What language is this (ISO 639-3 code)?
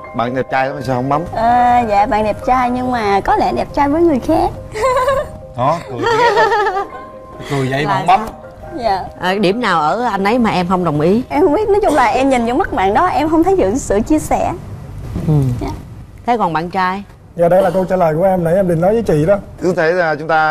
vie